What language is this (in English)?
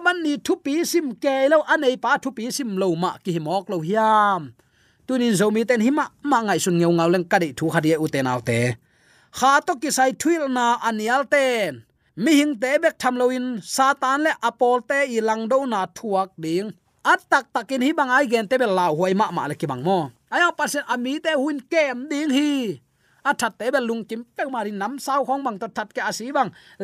Tedim Chin